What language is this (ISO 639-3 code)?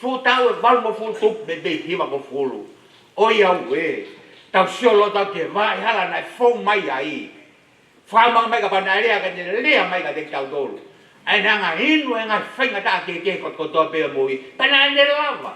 ton